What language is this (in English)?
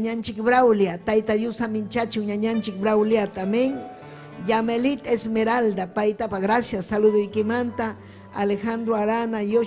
Ayacucho Quechua